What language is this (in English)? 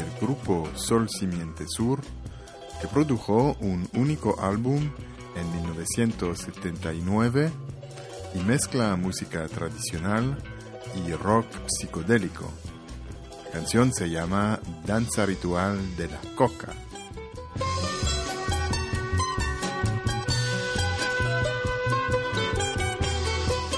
Spanish